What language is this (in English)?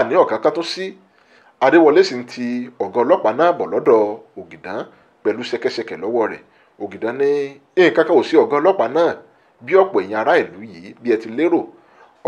Yoruba